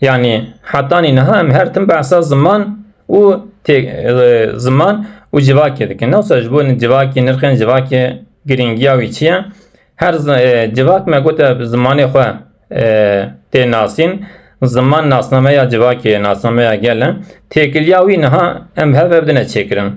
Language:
Kurdish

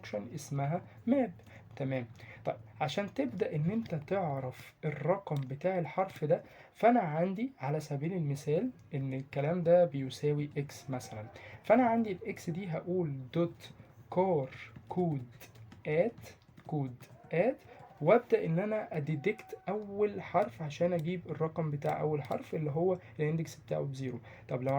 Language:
Egyptian Arabic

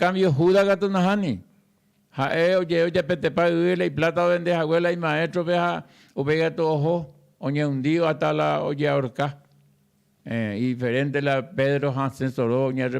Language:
Guarani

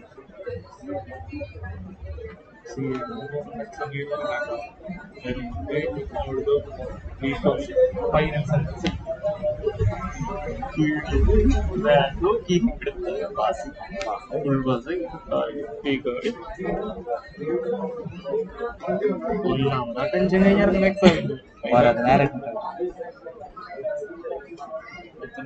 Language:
Malayalam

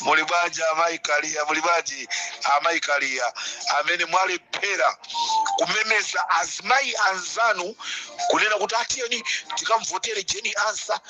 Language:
Nyanja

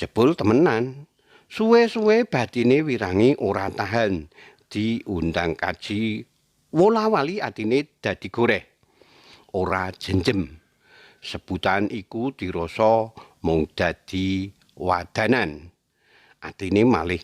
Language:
Javanese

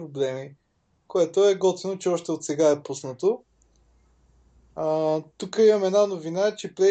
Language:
Bulgarian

